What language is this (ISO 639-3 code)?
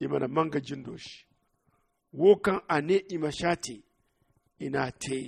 dje